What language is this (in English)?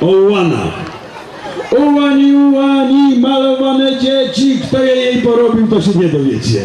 Silesian